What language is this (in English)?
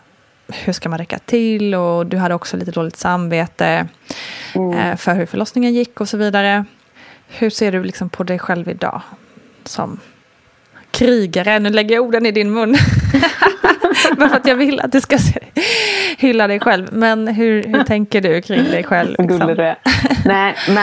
Swedish